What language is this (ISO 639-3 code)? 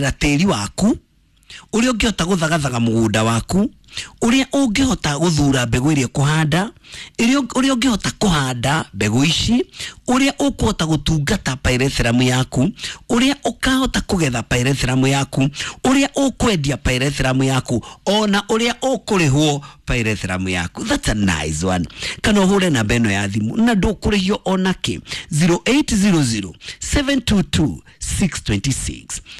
kik